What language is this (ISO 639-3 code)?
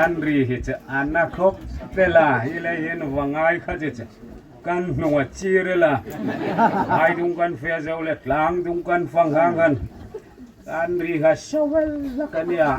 hmr